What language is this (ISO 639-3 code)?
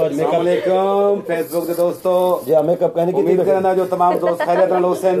skr